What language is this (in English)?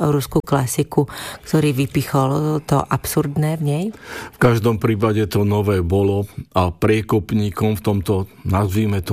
Slovak